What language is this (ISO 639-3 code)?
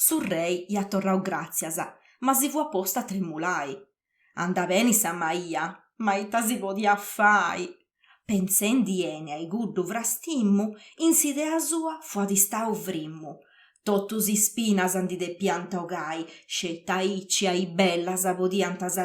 srd